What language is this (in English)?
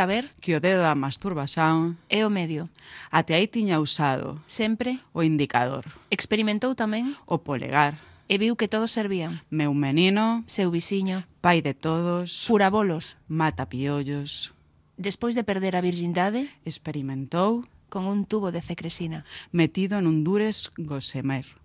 Galician